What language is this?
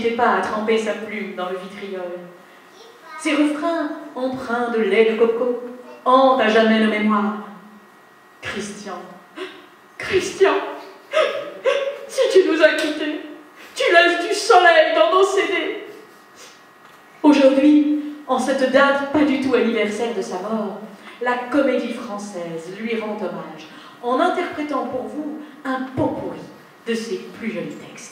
French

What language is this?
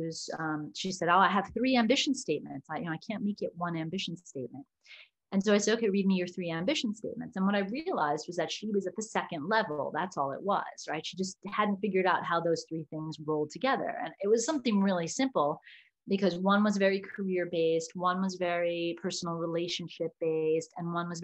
English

